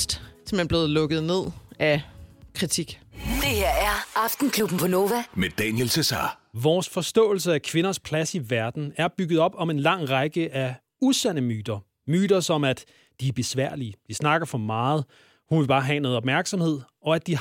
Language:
Danish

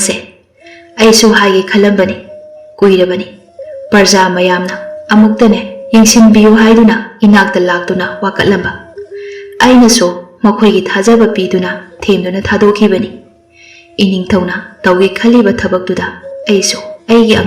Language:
Manipuri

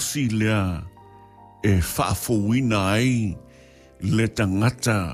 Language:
Samoan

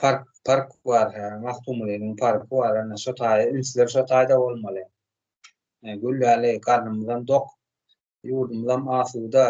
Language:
Turkmen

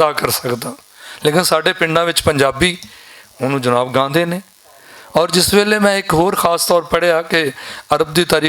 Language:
Western Panjabi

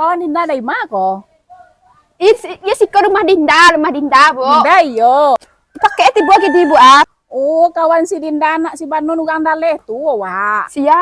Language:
Minangkabau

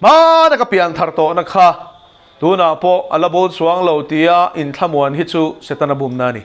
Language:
Mizo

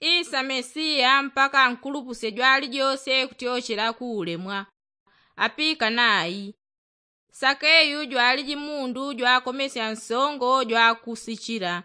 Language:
Yao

